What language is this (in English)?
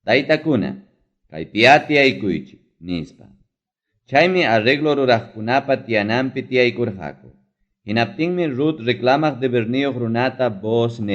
Ayacucho Quechua